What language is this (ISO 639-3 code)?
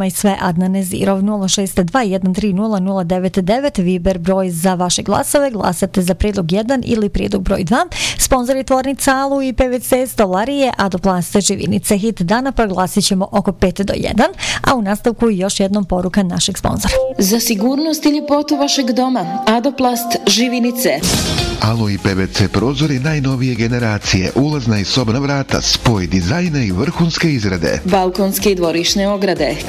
bos